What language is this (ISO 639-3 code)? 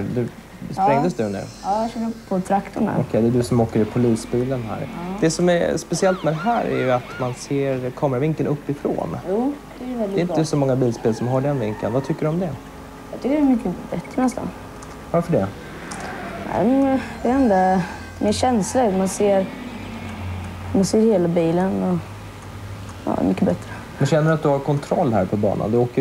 swe